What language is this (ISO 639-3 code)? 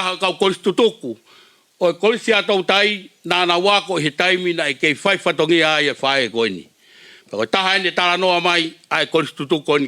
ton